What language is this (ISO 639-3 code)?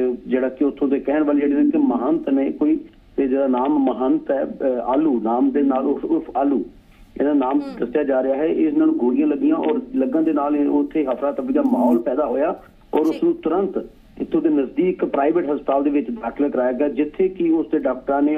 pan